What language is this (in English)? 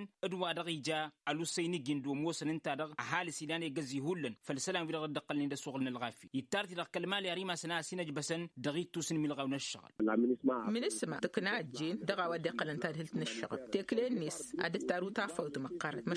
Tamasheq